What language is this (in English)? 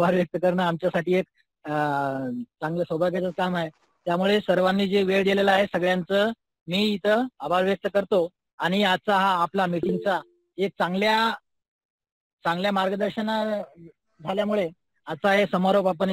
Marathi